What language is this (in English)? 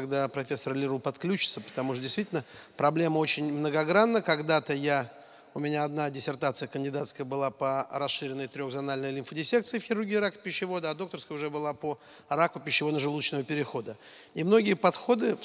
Russian